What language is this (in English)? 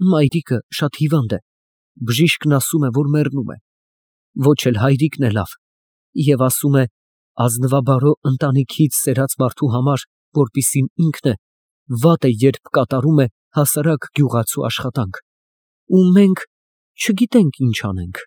Armenian